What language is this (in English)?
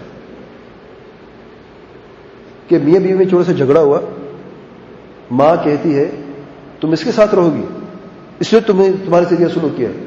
Urdu